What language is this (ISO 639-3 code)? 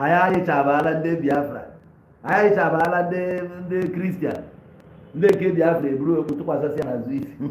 ibo